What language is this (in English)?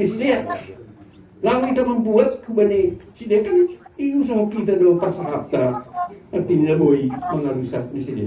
Batak Simalungun